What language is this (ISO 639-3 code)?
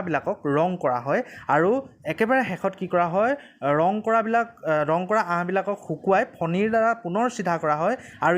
asm